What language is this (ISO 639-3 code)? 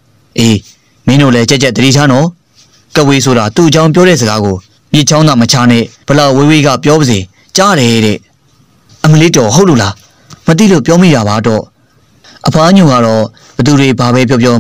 mya